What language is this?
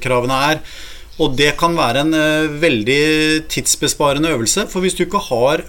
Norwegian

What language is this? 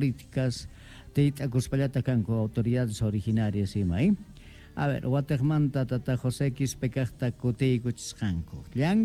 Quechua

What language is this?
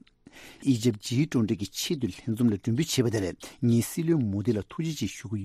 Tibetan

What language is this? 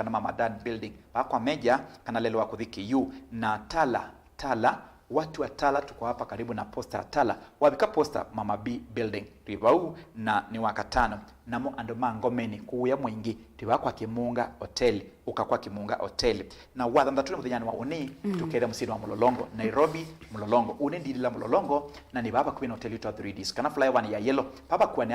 Kamba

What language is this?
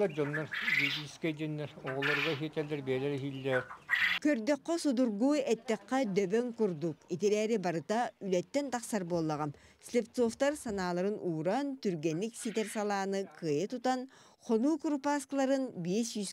Yakut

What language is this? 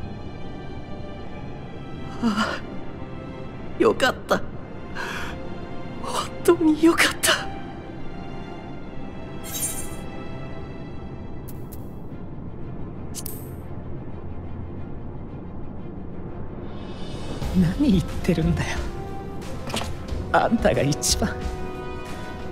Japanese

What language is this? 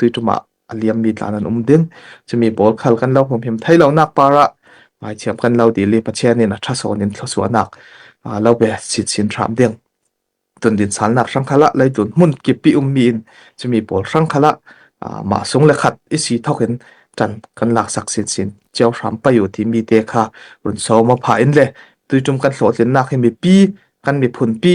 Falam Chin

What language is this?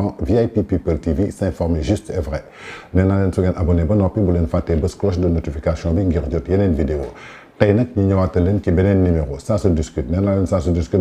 Wolof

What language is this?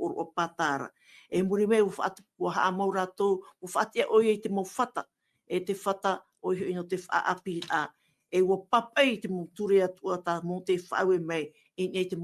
Tahitian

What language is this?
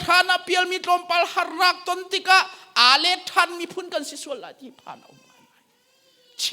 Hakha Chin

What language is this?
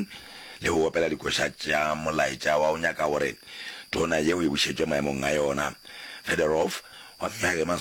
Northern Sotho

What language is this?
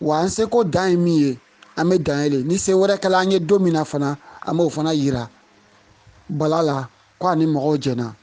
Bambara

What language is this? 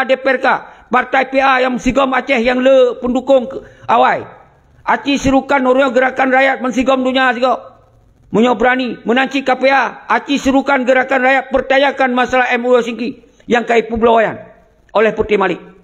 Achinese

